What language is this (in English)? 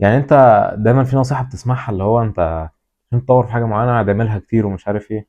Egyptian Arabic